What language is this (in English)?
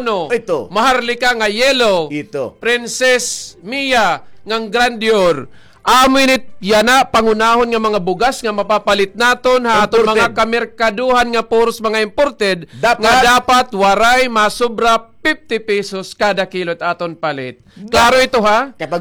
Waray